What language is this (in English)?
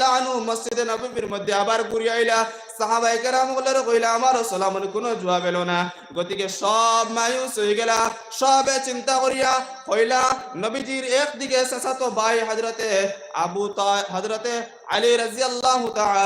Sylheti